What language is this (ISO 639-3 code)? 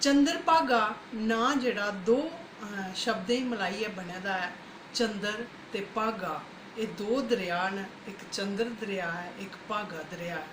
doi